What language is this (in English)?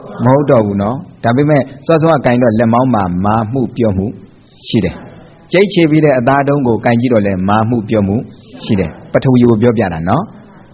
Burmese